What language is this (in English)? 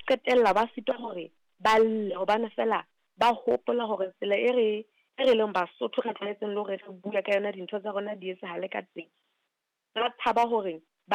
Southern Sotho